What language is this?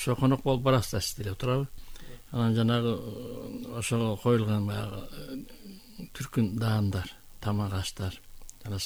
Kyrgyz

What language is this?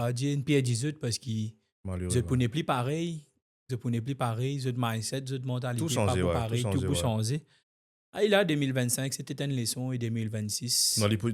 Morisyen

